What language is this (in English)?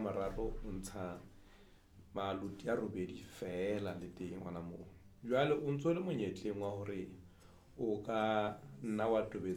Southern Sotho